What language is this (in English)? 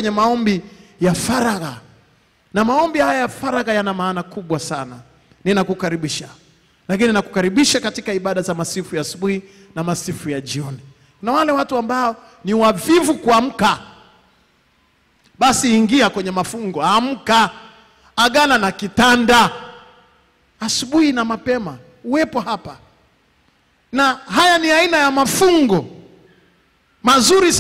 Swahili